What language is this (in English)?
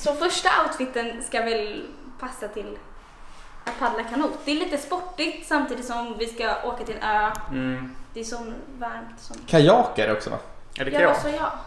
Swedish